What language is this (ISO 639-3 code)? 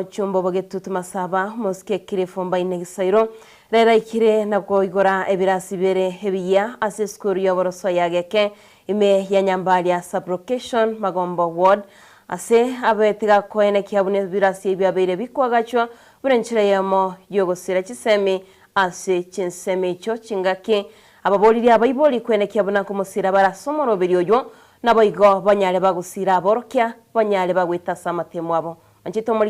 guz